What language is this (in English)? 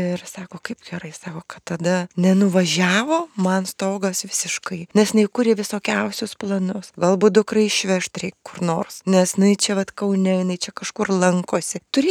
Lithuanian